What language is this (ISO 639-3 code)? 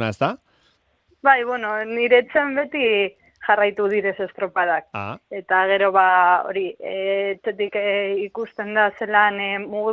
eus